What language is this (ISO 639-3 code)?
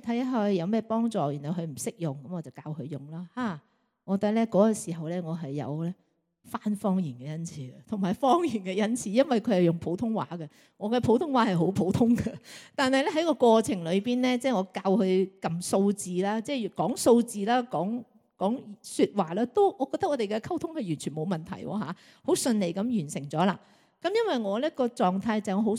yue